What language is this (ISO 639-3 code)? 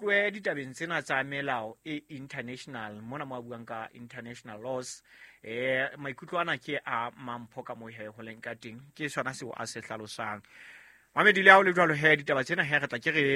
sot